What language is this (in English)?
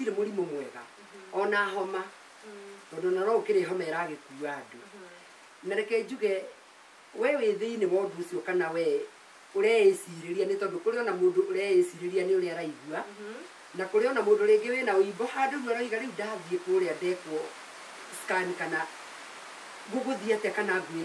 Kikuyu